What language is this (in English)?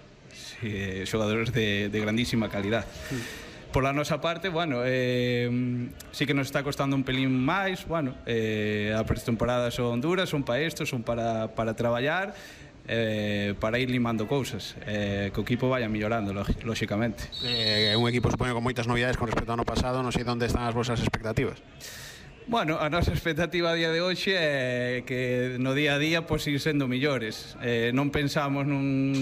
Galician